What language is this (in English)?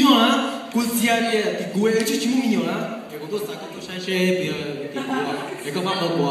Hmong